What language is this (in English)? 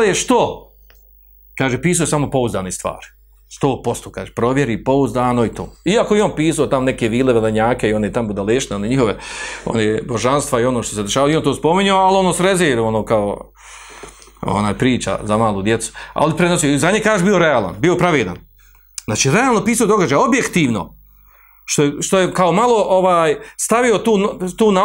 Bosnian